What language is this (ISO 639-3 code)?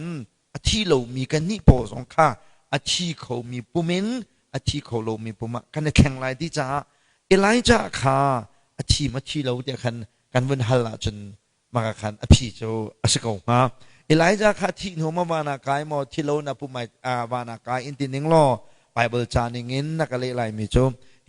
cnh